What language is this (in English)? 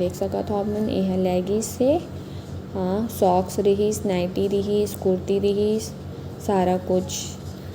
Chhattisgarhi